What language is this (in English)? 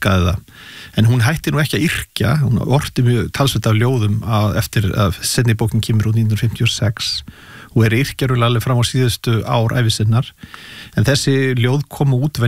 Icelandic